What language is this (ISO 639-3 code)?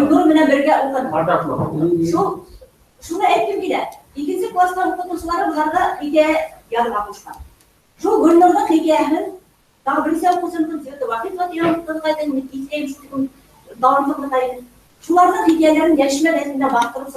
bak